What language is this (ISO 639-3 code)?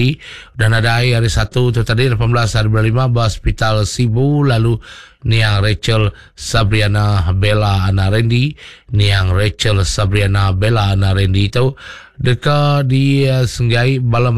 iba